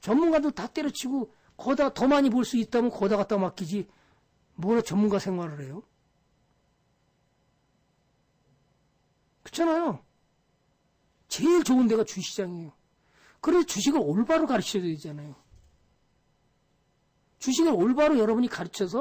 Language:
Korean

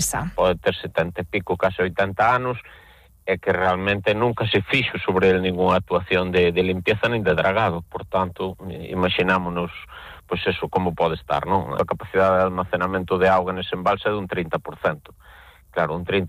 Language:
Galician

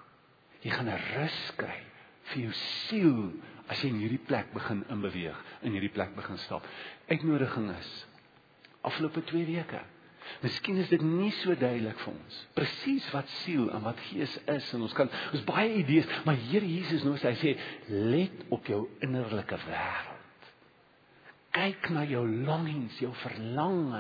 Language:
Afrikaans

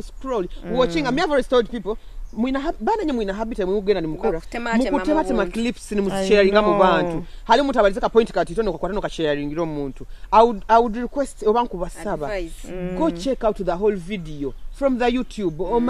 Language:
Nyoro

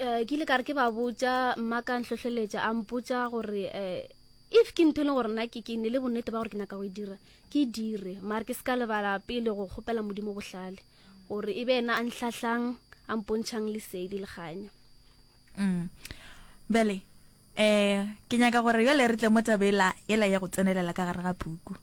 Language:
Northern Sotho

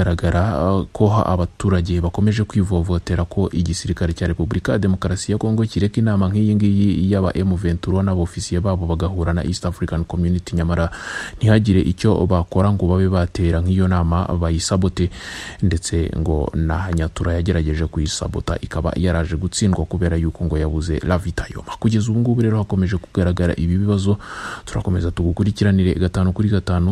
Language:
Kinyarwanda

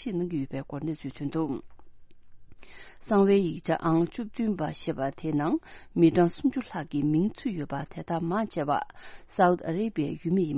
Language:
Tibetan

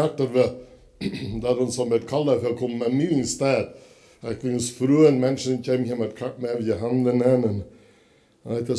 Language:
Plautdietsch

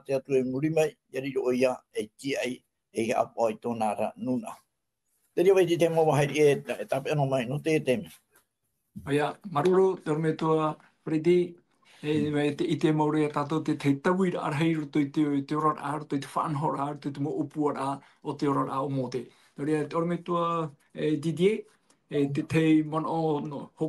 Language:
Tahitian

